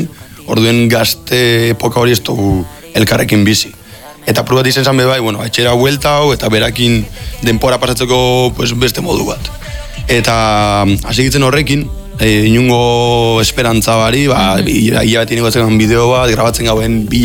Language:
Basque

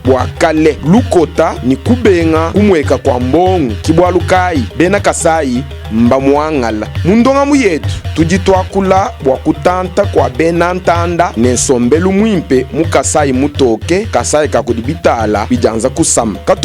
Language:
Luba-Lulua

